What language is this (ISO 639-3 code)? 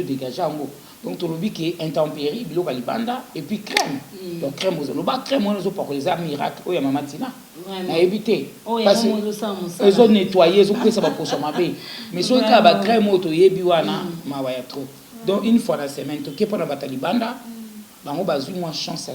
lin